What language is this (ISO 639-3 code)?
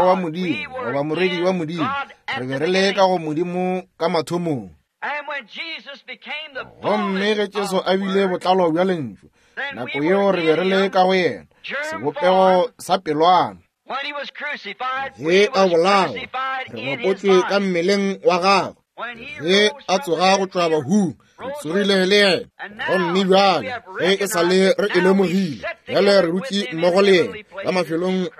nso